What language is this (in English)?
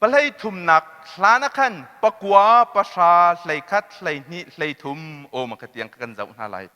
Hakha Chin